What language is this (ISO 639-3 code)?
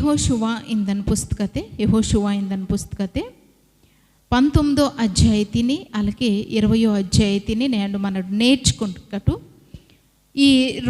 kff